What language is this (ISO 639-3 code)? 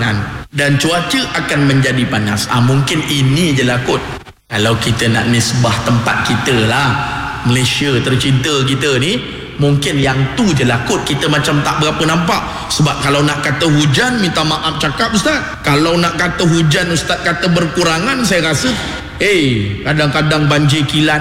msa